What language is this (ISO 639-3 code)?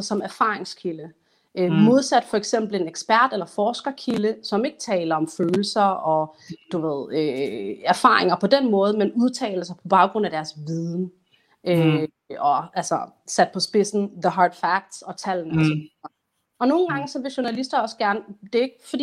dan